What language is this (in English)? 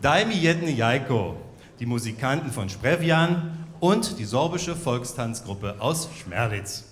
Upper Sorbian